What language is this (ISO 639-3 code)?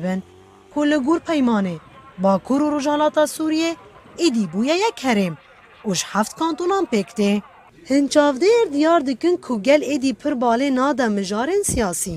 kur